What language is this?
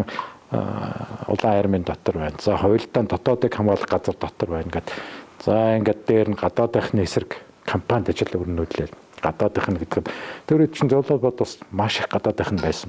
Mongolian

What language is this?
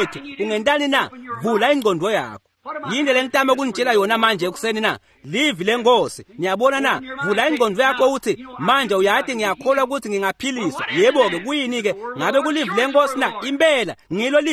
Swati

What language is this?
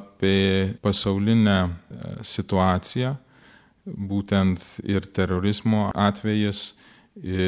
Lithuanian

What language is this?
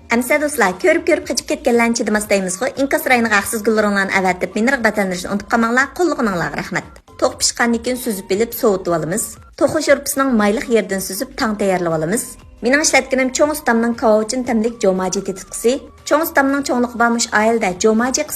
Uyghur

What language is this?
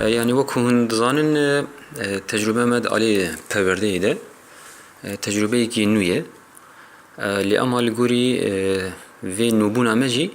Kurdish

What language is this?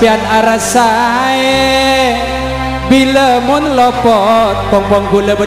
Madurese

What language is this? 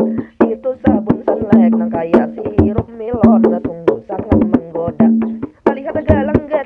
Banjar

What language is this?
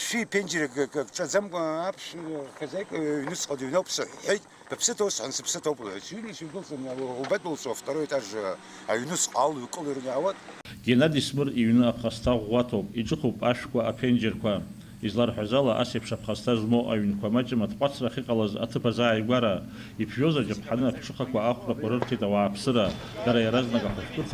Abkhazian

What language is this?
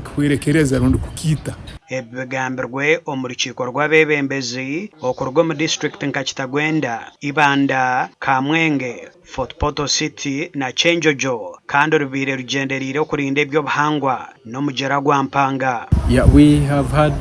Nyankole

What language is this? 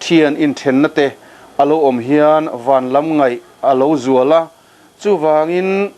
Mizo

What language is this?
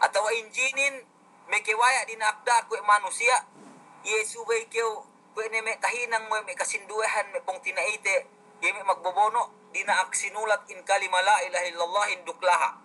Yakan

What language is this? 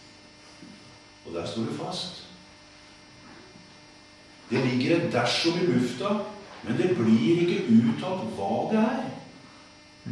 Norwegian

